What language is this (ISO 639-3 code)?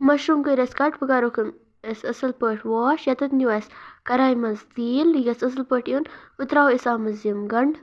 kas